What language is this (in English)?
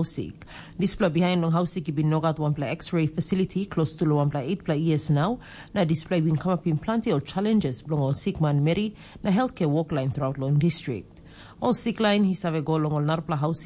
Tok Pisin